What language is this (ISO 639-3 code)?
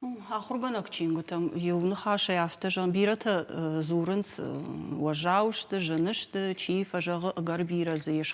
oss